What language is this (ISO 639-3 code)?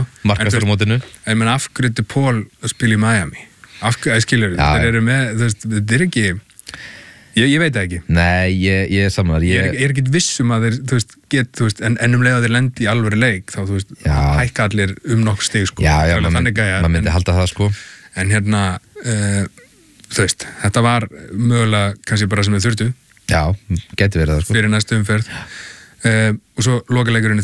isl